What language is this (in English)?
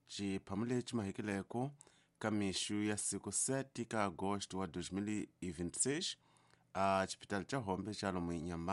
Tsonga